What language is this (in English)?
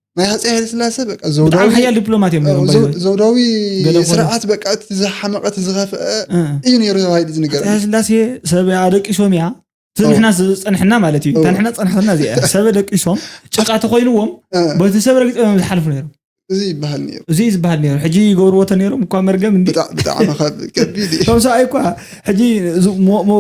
Tigrinya